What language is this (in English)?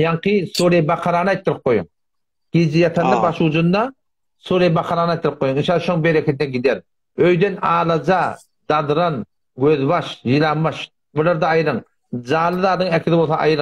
Turkmen